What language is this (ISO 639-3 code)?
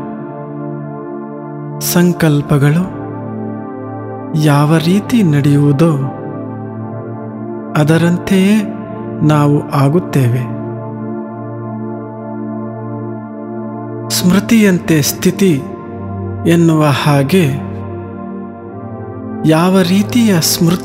kan